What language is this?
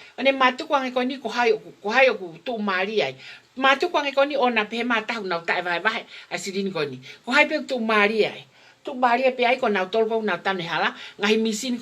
Tongan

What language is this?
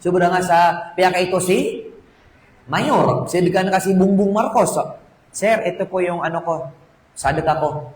Maranao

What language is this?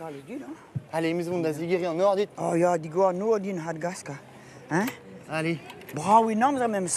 Breton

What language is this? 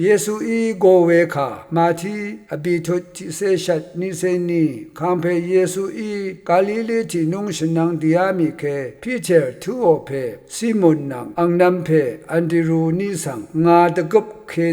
Rawang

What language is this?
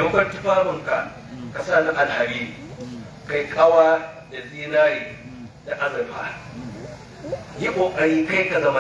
Hausa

